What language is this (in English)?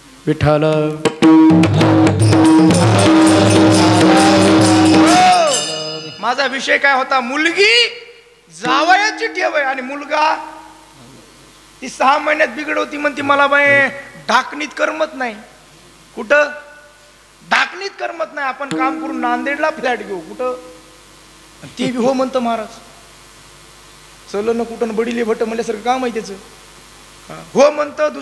Marathi